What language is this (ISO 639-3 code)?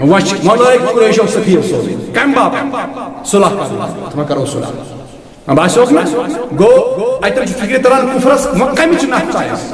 kas